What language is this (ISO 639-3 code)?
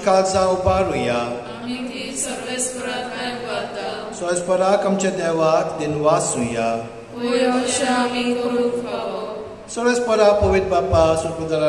kok